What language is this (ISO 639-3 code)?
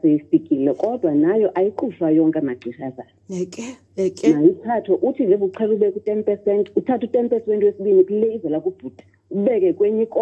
xho